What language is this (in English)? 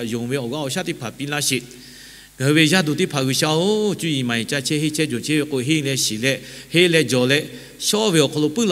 Lahu